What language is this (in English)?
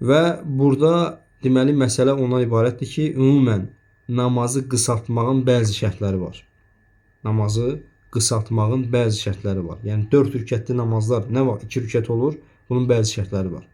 Azerbaijani